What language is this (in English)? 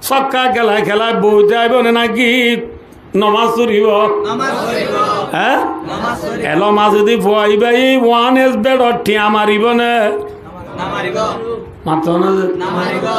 Rohingya